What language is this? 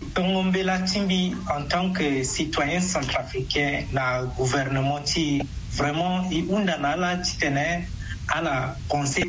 Sango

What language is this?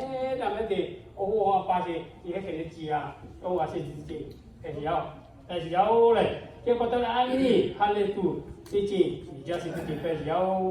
Lahu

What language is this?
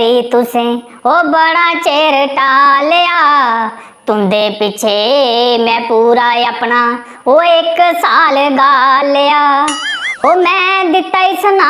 Dogri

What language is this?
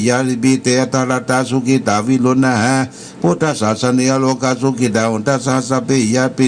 Pali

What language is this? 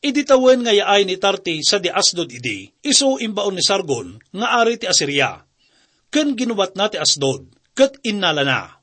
Iloko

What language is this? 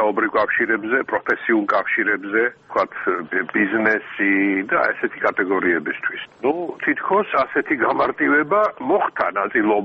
Georgian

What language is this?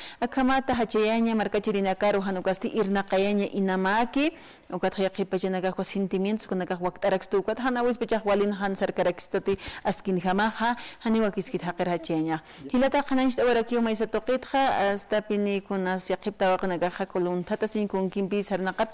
Aymara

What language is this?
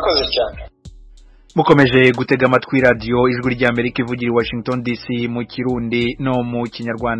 Kinyarwanda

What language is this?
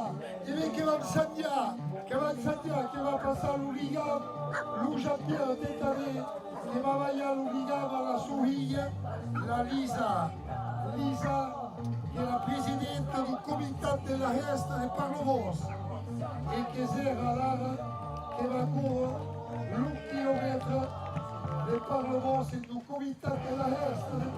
Occitan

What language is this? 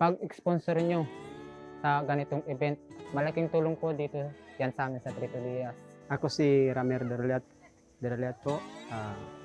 Bikol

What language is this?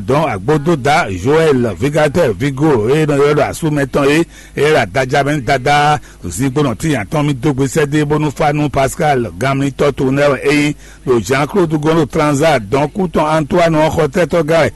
Fon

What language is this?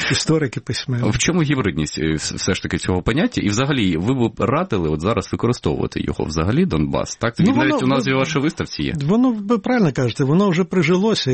Ukrainian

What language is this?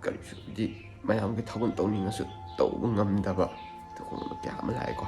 Manipuri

